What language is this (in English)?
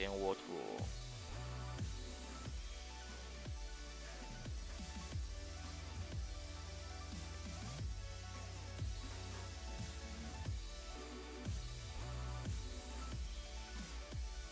Chinese